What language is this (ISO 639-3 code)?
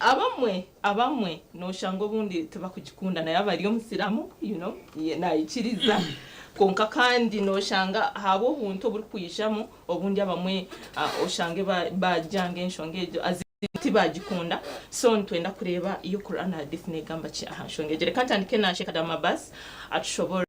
nyn